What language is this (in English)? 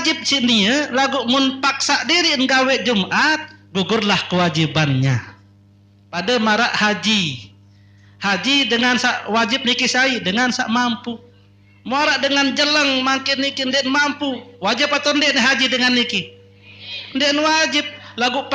Sasak